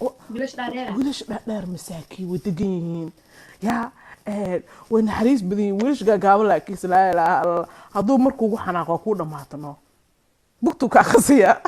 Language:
Somali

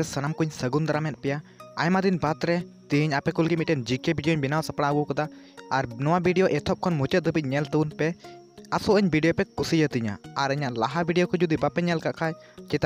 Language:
Santali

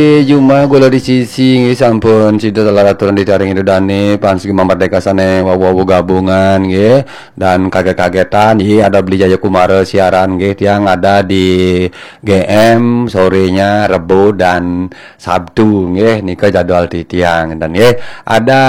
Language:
Balinese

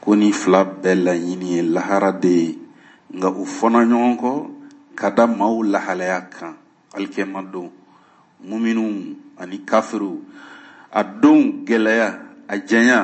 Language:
Bambara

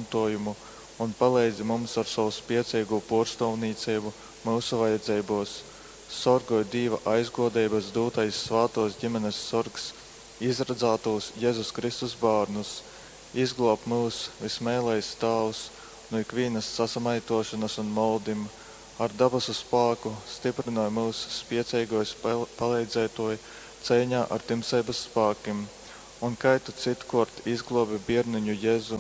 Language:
Latgalian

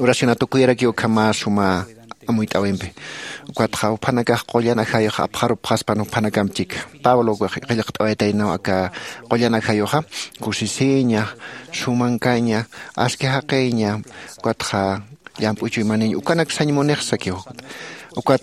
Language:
Aymara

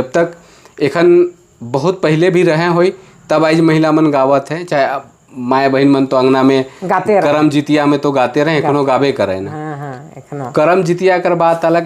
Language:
Sadri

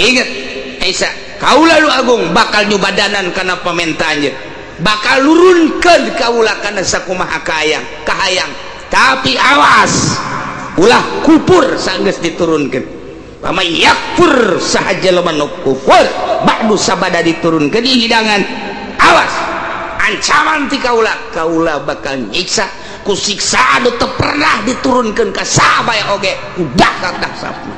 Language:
Sundanese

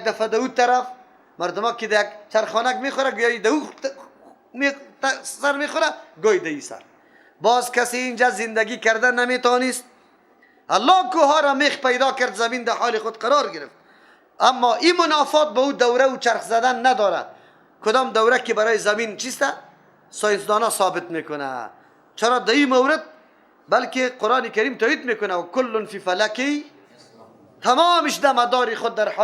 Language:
Persian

